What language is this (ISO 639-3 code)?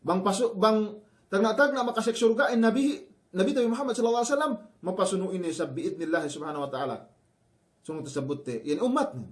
yka